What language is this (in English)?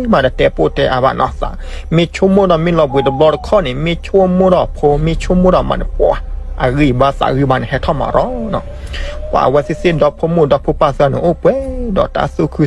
S'gaw Karen